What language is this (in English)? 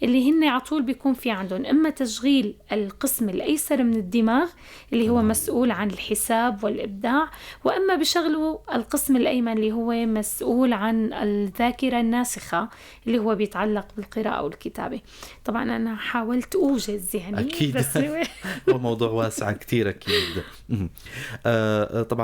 North Levantine Arabic